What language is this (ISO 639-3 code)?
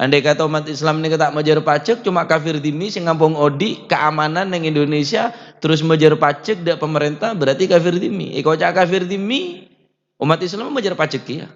mad